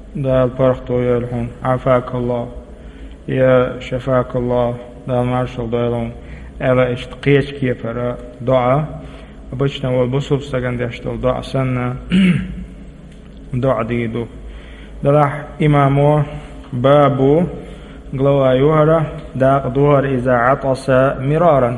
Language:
Chechen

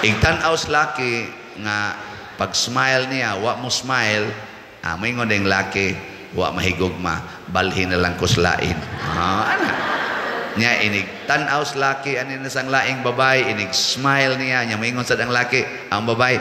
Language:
Cebuano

